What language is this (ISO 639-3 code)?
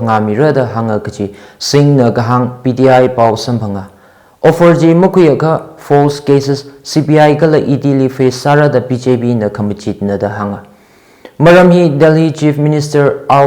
nmf